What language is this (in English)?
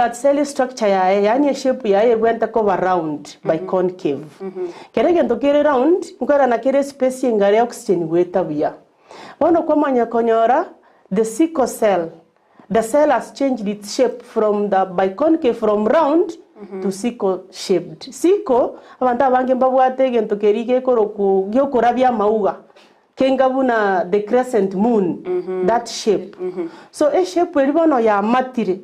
Gusii